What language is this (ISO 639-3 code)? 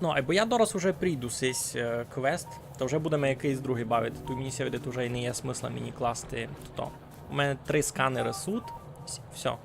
rue